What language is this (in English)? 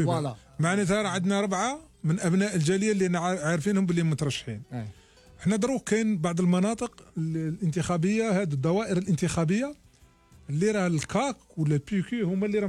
Algerian Arabic